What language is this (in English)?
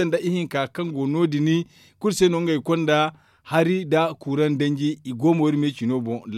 Zarma